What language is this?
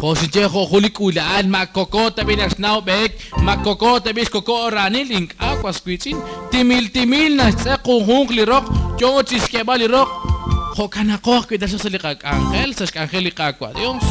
Kekchí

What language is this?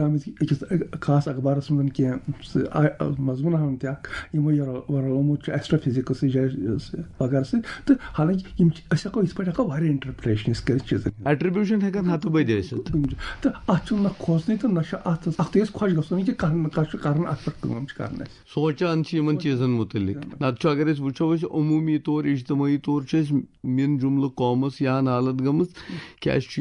Kashmiri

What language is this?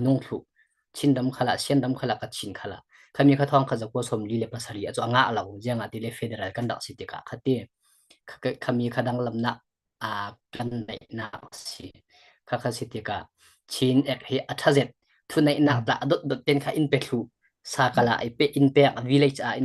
Falam Chin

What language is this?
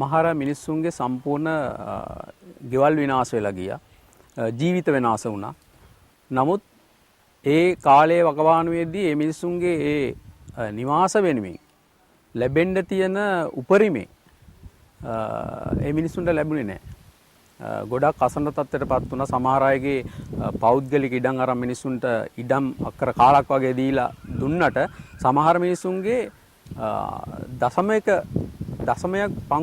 Sinhala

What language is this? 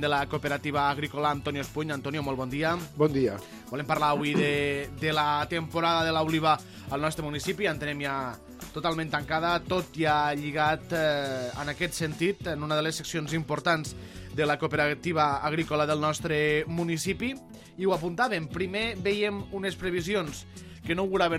Catalan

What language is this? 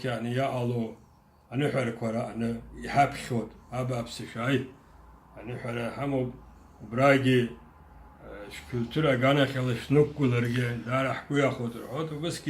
Abkhazian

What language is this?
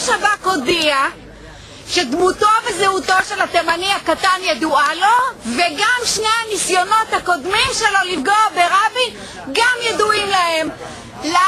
Hebrew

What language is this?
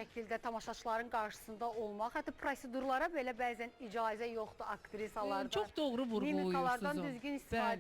Azerbaijani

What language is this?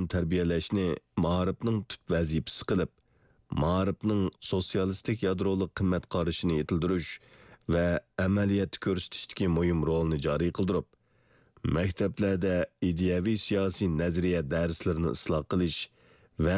Uyghur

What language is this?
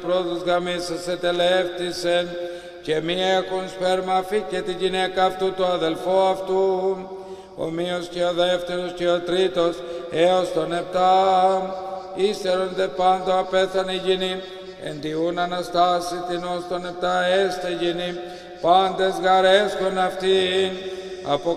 Greek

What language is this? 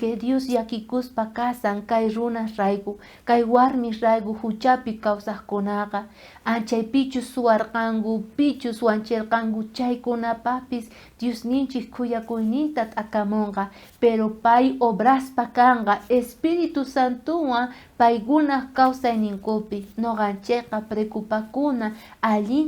South Bolivian Quechua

